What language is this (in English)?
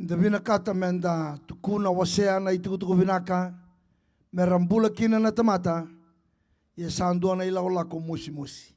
Fijian